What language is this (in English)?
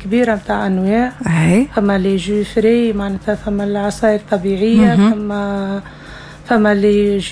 Tunisian Arabic